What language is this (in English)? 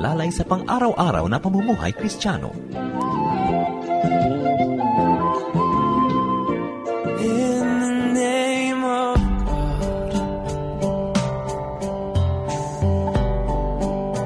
Filipino